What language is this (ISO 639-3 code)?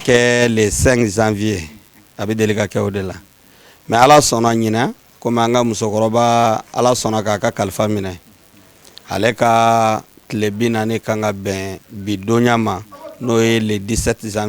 bam